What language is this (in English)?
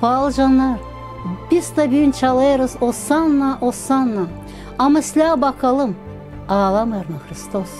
Gagauz